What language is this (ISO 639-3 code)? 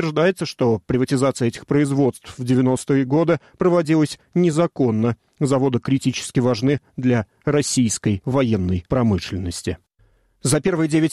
rus